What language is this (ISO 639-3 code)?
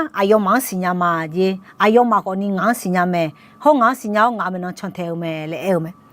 ahk